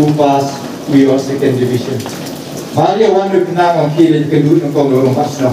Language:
Khasi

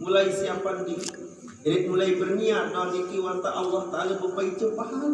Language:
Sasak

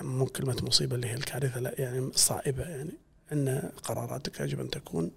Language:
Gulf Arabic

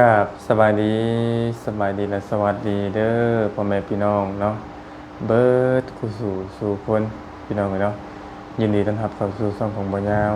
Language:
Lao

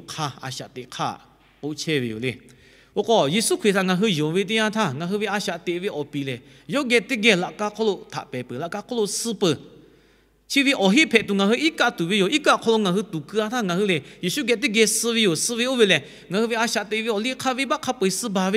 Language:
Lahu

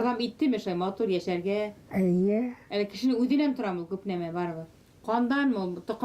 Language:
Bashkir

